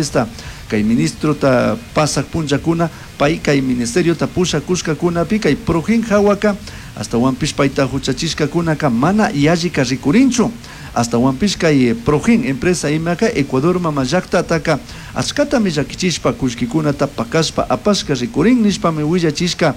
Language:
Chimborazo Highland Quichua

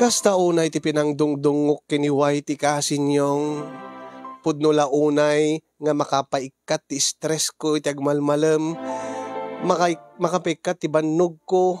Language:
Iloko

